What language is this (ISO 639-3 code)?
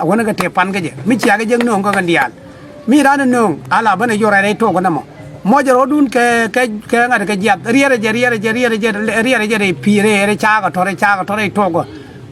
nus